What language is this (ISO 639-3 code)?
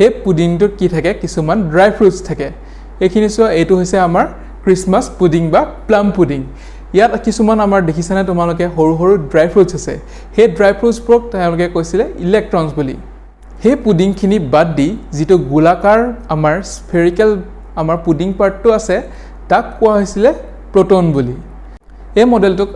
asm